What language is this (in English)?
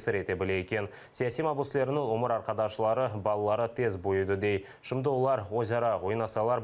Crimean Tatar